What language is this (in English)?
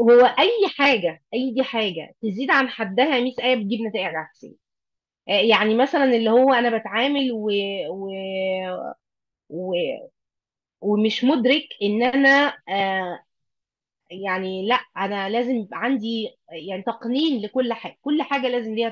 Egyptian Arabic